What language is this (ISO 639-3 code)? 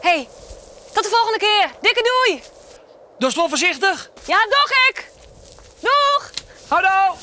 fry